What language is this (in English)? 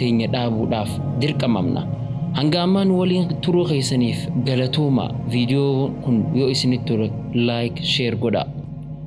Oromo